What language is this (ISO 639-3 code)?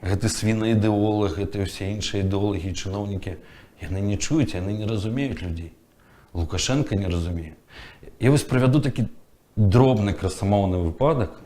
bel